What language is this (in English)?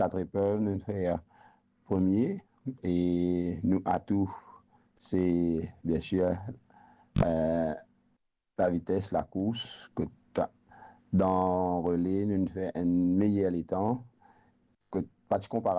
Morisyen